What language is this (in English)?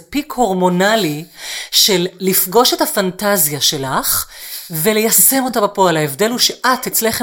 Hebrew